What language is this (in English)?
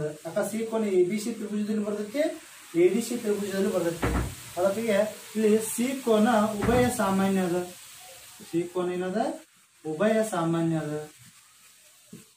Kannada